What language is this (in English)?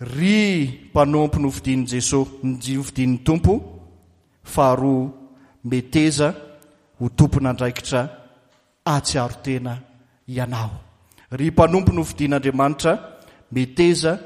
Malagasy